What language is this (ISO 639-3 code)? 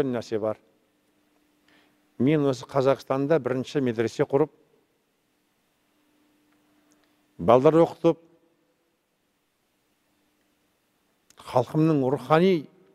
kaz